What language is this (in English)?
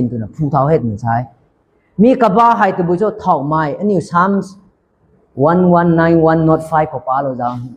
Rongmei Naga